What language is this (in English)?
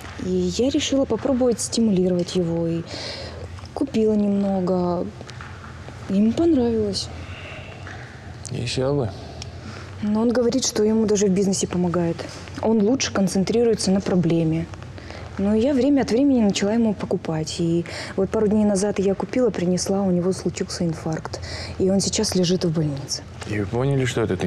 Russian